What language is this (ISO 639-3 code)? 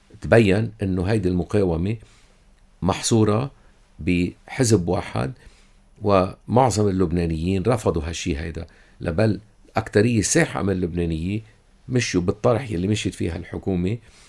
apc